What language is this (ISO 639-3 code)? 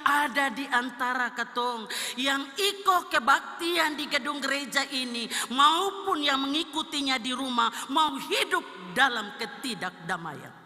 abs